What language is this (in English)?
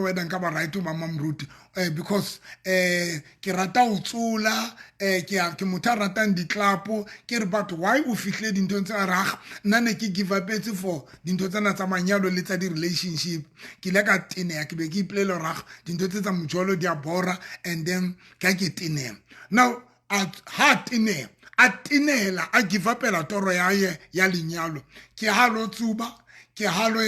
Southern Sotho